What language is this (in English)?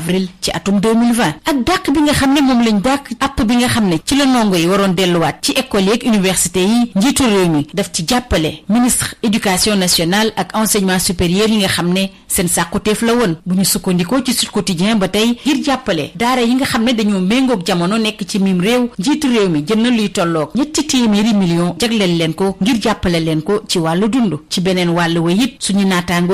Wolof